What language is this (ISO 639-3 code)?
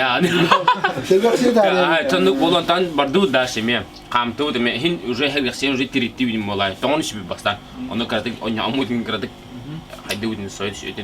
sah